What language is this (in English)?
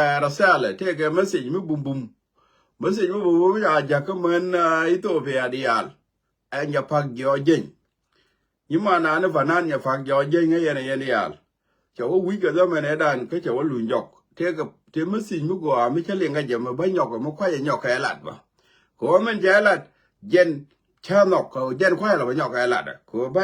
Nuer